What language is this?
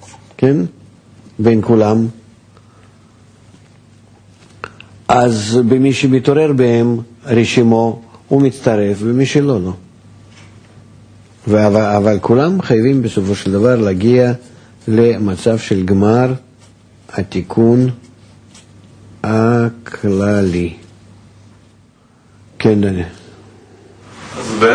Hebrew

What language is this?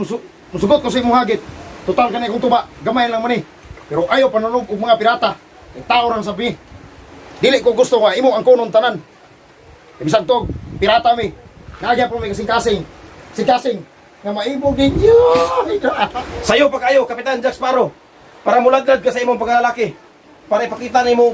Cebuano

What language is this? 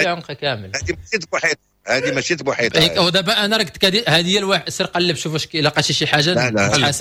Moroccan Arabic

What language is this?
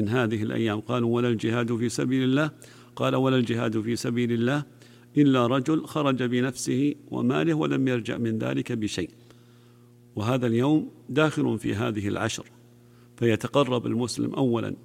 Arabic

